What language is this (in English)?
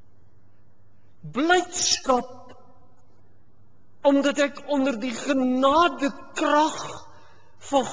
Afrikaans